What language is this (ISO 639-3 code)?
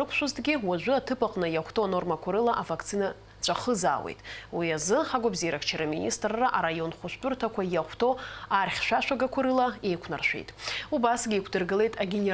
abk